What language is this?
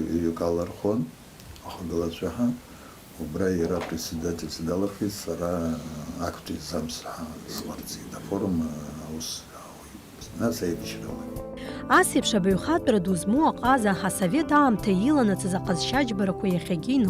Abkhazian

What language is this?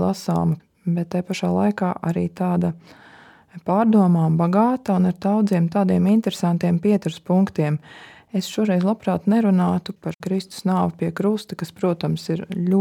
Latvian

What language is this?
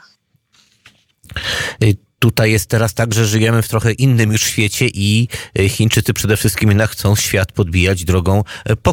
Polish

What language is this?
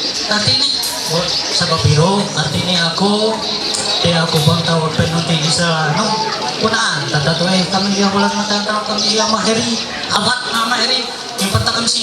Ma'anyan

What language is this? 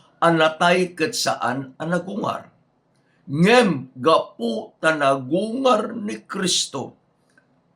Iloko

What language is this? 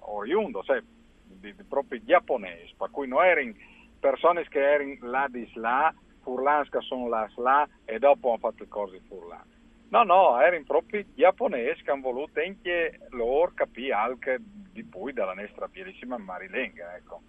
Friulian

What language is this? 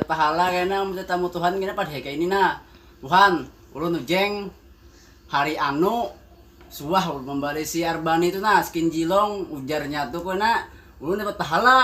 Banjar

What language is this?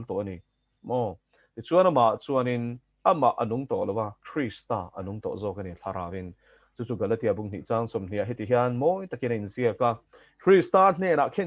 Mizo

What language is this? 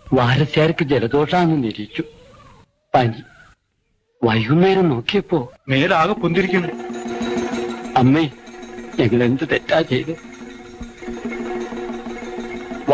Malayalam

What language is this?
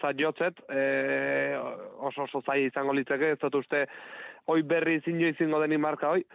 Basque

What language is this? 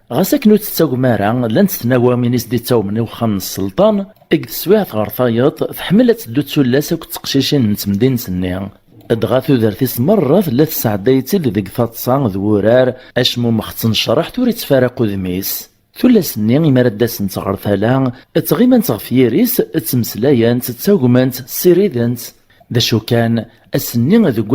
Kabyle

